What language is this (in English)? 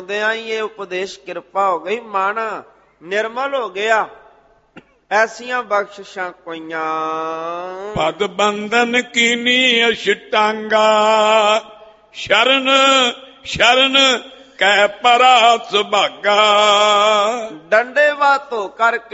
Punjabi